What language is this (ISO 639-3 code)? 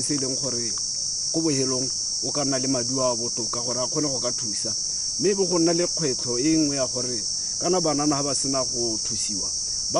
tsn